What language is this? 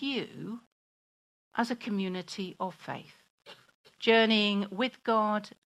English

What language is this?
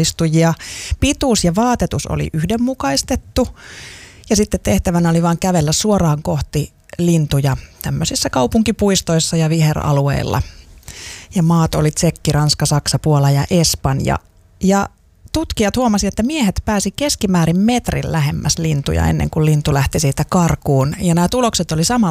Finnish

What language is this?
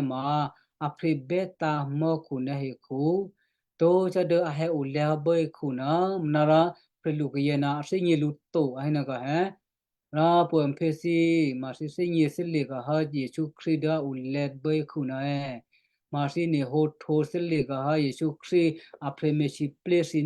Western Kayah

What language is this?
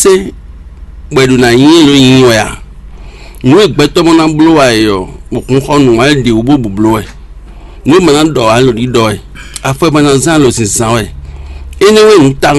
Fon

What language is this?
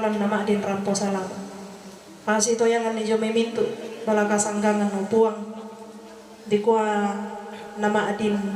Toraja-Sa'dan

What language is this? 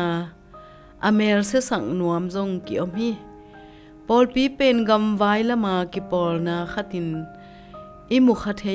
Tedim Chin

